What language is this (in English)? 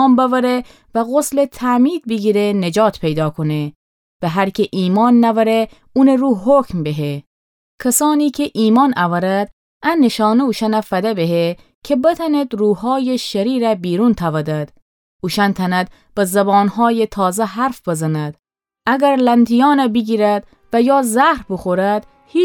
Gilaki